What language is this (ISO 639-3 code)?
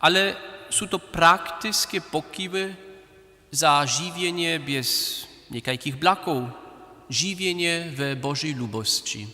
hsb